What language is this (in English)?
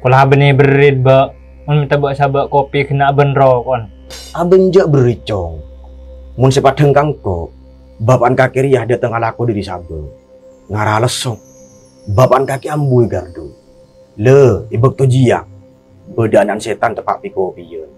Madurese